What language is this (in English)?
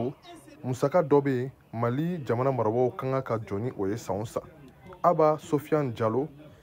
Bambara